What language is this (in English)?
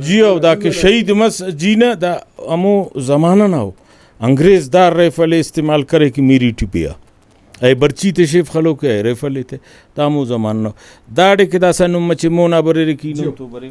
Brahui